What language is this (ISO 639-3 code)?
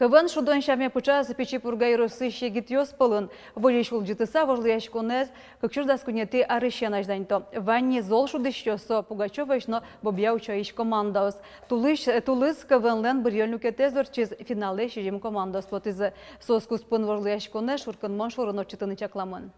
udm